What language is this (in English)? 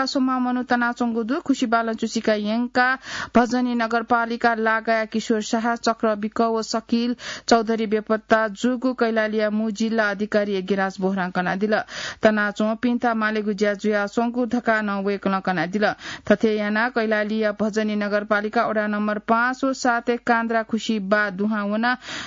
Newari